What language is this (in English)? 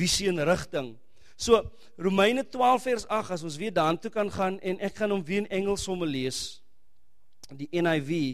Afrikaans